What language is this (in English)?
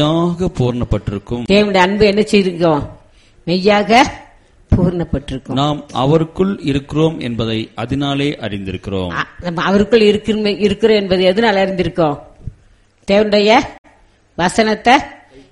Tamil